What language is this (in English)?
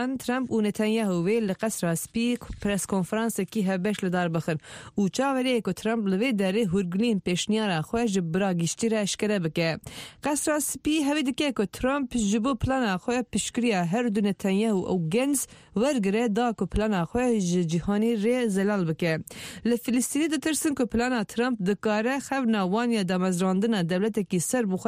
Kurdish